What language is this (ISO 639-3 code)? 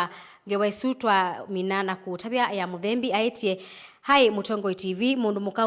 kam